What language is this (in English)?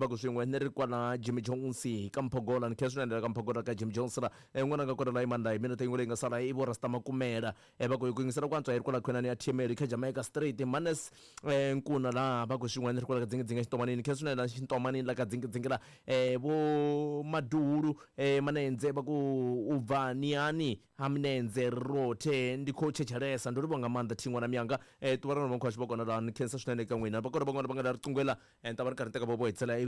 Tsonga